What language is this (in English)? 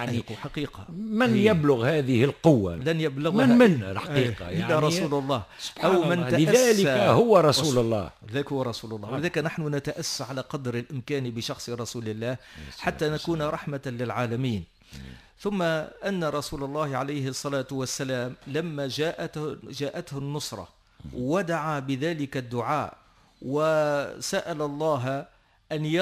Tunisian Arabic